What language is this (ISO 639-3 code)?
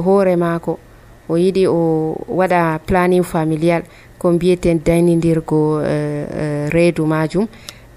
fuv